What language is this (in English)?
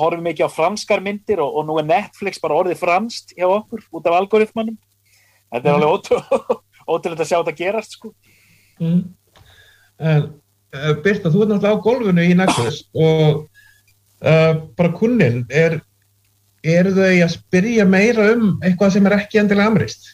Icelandic